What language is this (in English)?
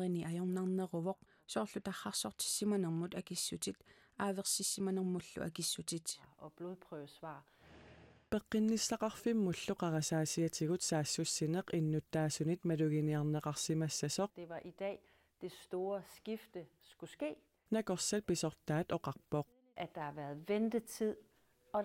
Kalaallisut